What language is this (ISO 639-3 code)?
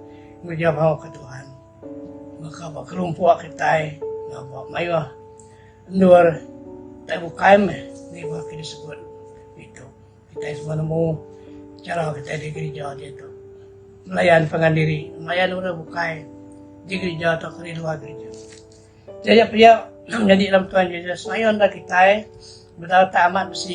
iba